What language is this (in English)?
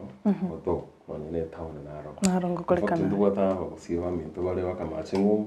Gusii